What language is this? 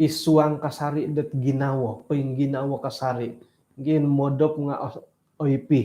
Central Dusun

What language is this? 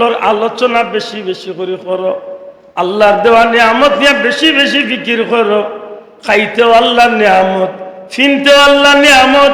Sylheti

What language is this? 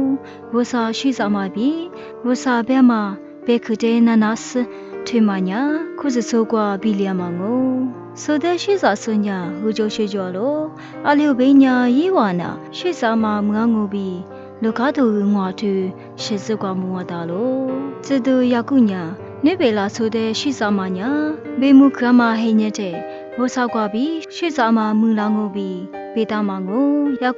Lisu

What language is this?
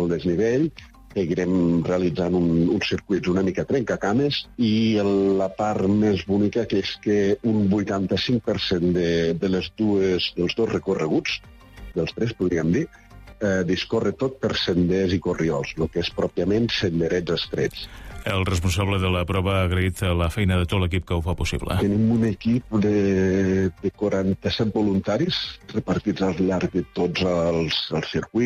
Catalan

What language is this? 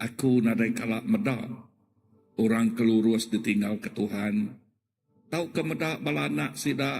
Iban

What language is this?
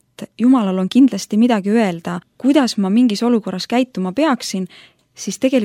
Estonian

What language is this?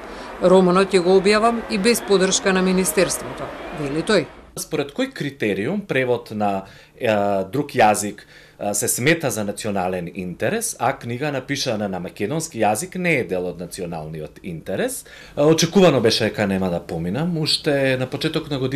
Macedonian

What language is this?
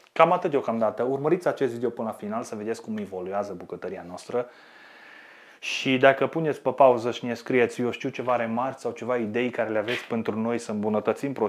Romanian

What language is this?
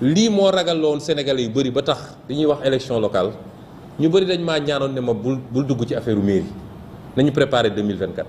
Wolof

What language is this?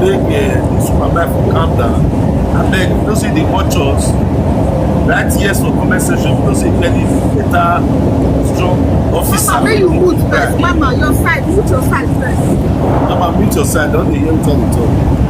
Nigerian Pidgin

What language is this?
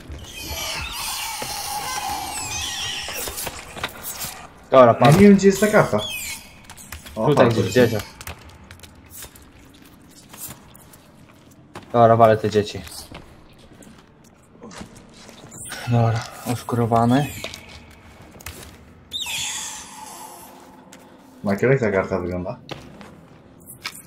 Polish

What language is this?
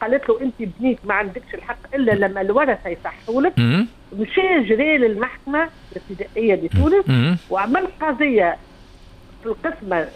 Tunisian Arabic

